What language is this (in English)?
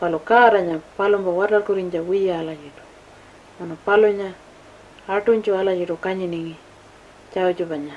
Pitjantjatjara